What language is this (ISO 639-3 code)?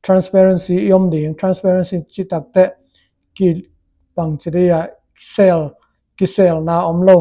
ctd